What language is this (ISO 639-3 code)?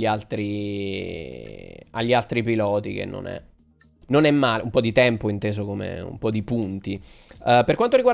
ita